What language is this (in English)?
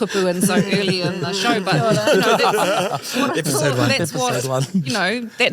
Māori